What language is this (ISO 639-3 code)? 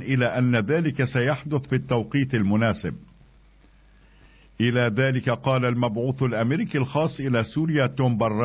ara